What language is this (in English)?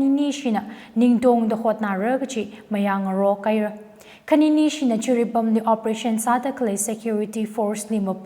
Tangkhul Naga (India)